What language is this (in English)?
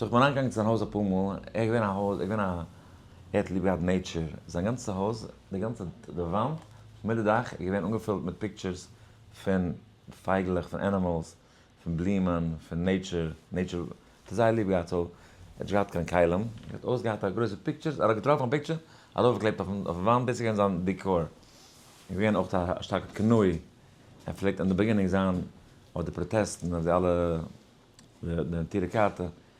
Yiddish